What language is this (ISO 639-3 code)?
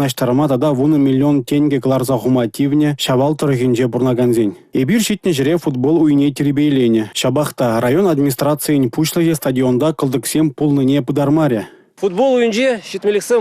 chv